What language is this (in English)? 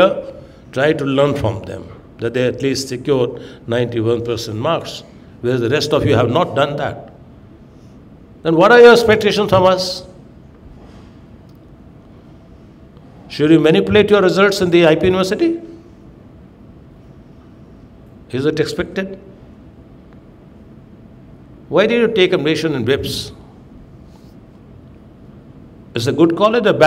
English